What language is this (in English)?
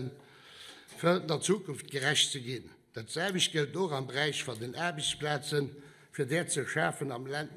Luxembourgish